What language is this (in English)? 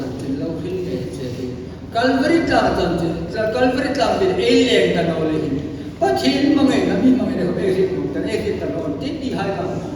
Hmar